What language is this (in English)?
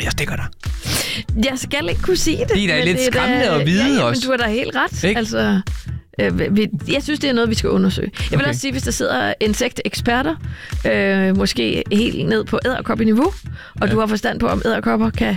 Danish